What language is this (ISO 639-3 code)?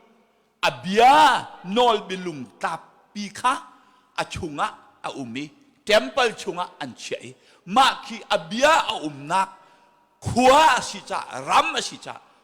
cnh